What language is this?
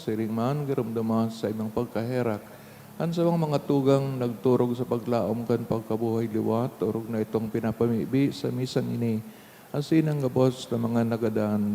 Bikol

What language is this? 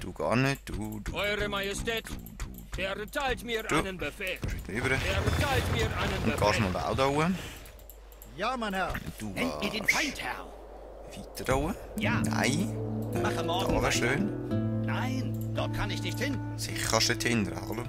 Swiss German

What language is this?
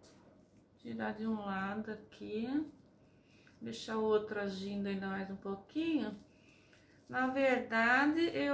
Portuguese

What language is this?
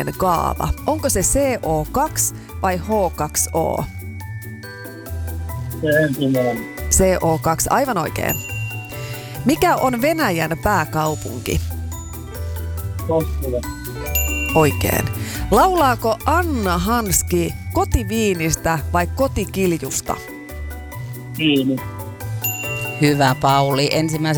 Finnish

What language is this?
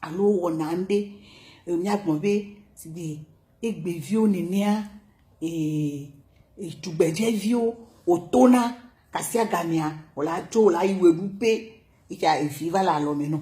Ewe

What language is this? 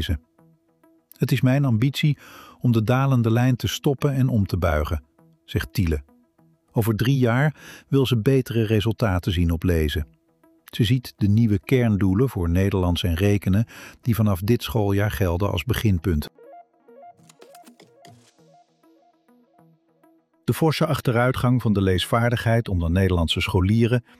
Dutch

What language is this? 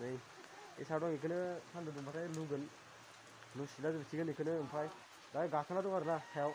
Bodo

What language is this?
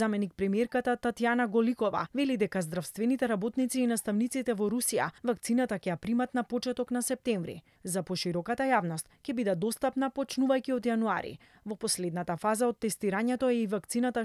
Macedonian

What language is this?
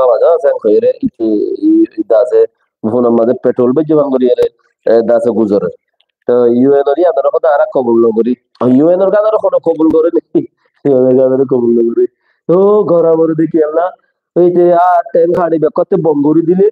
Rohingya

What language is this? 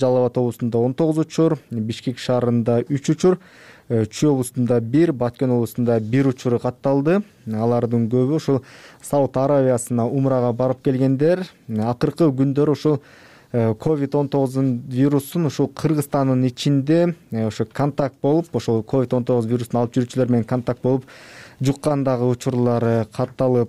Kyrgyz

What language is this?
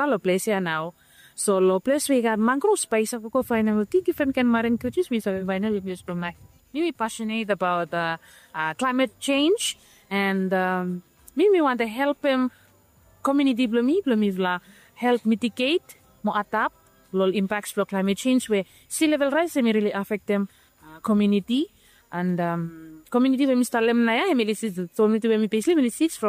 Bislama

